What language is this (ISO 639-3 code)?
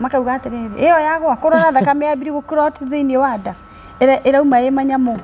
kik